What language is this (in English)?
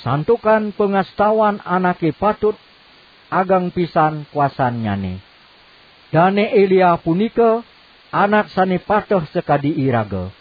Balinese